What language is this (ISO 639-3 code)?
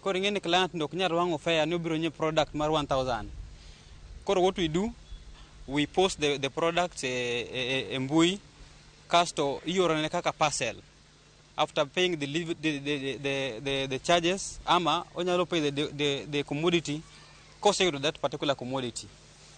luo